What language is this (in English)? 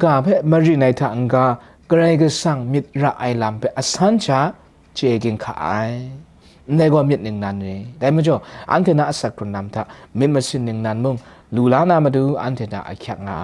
Kachin